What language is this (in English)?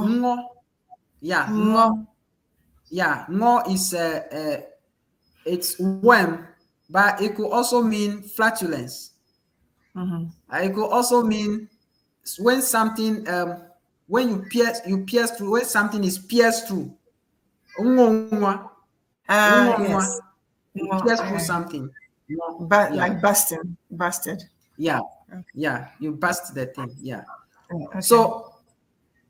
Ewe